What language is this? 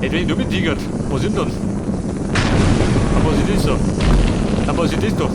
Bavarian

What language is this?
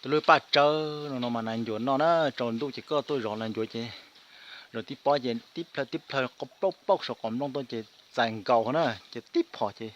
Hmong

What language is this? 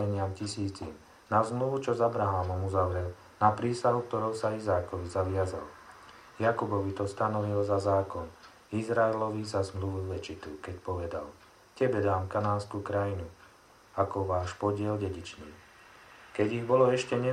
Slovak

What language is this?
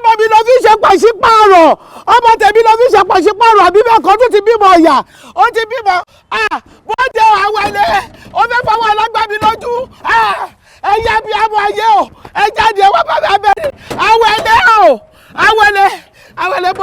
Yoruba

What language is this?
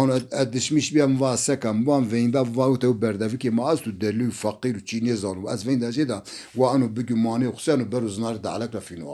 Zaza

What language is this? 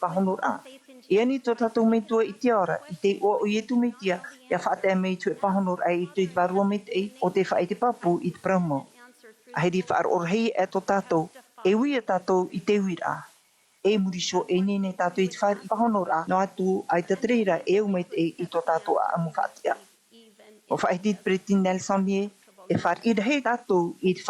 Tahitian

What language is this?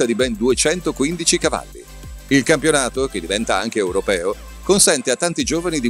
Italian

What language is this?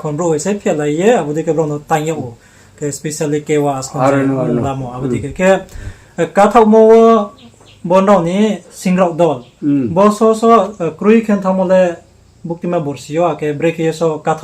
Riang (India)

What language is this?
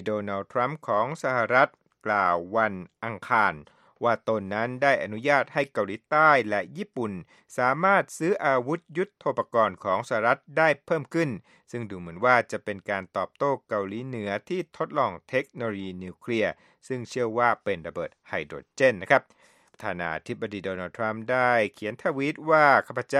Thai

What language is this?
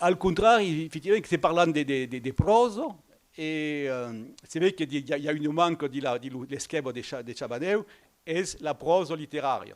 Occitan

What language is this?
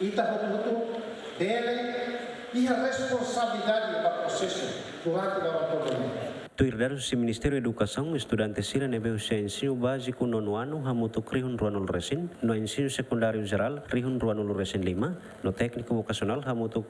Tetum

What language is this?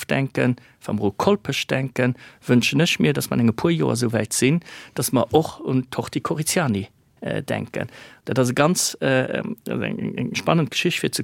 Luxembourgish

